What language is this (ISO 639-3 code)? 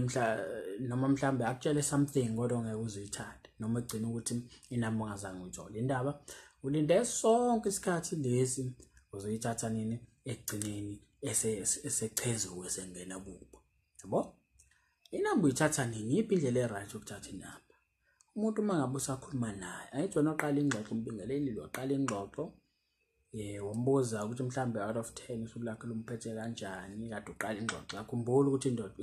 zul